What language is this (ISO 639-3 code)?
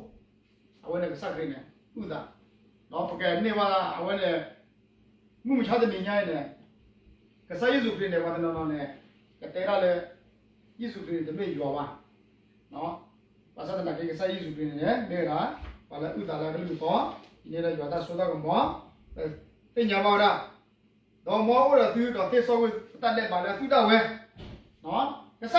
ksw